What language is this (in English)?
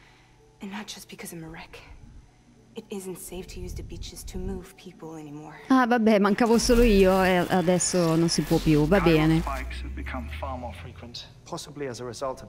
Italian